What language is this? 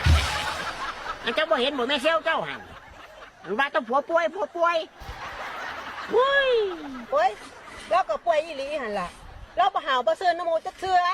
Lao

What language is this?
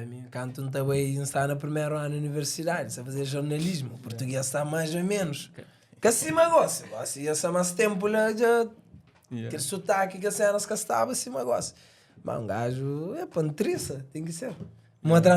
Kabuverdianu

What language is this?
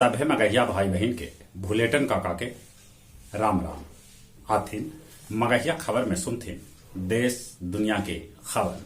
Magahi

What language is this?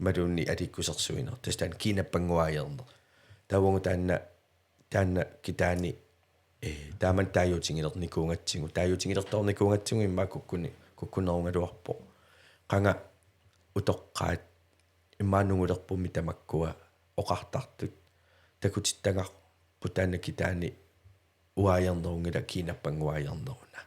Kalaallisut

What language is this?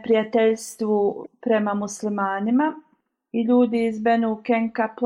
Bosnian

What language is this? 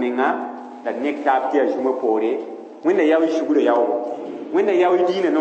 Mossi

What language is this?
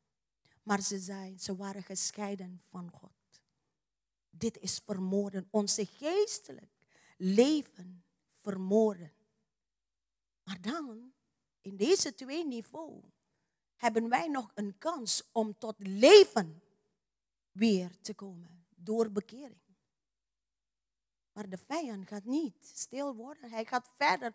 Dutch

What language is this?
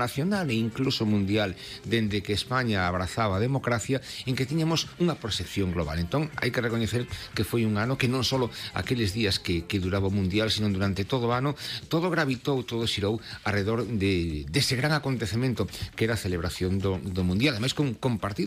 Galician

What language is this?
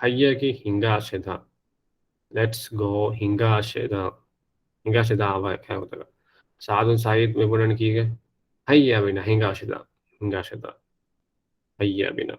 Divehi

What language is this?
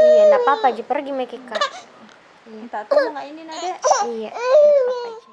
Makassar Malay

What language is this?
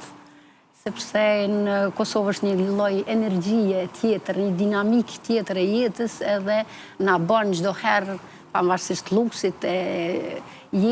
Albanian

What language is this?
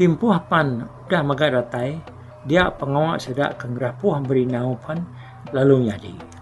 Iban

